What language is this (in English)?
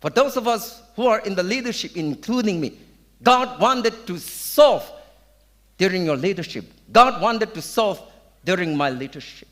Tangkhul Naga (India)